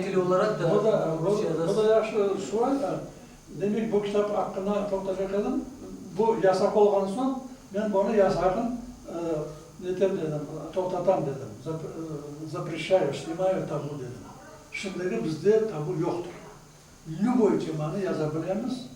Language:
Crimean Tatar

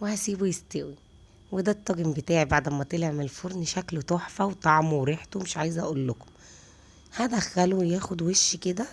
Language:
Egyptian Arabic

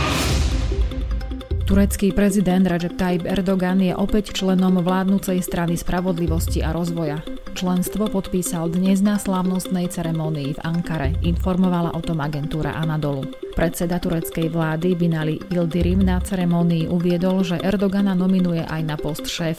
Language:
Slovak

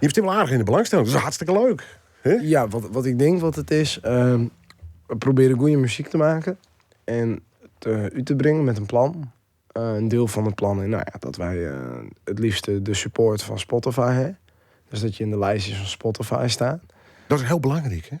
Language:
Western Frisian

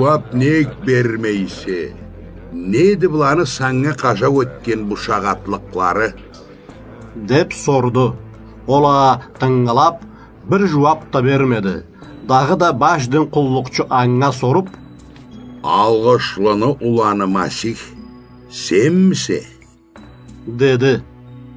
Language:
Karachay-Balkar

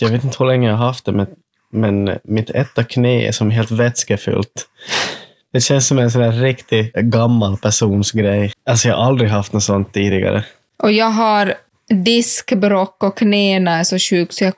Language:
Swedish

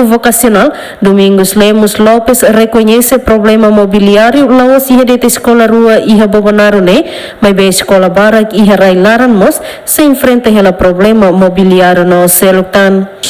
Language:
Tetum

